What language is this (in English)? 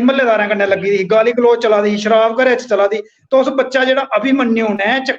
Dogri